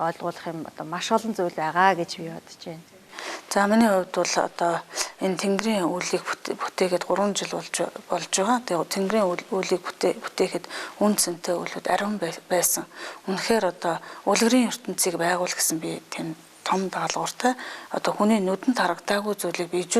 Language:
Mongolian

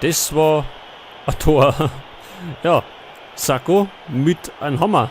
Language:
Bavarian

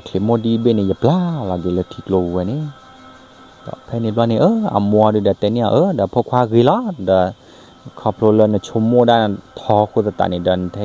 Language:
S'gaw Karen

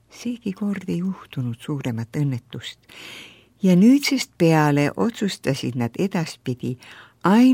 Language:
Estonian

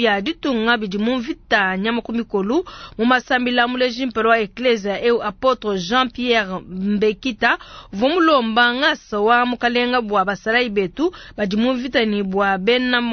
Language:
Luba-Lulua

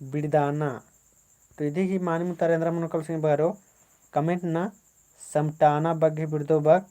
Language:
Kurukh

